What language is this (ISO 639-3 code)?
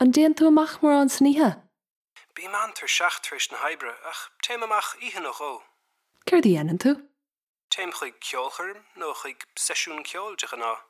gle